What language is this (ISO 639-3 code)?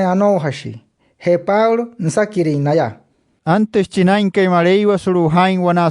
guc